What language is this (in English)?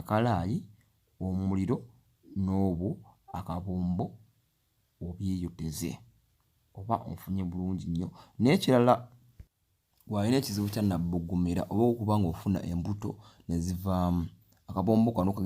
Ganda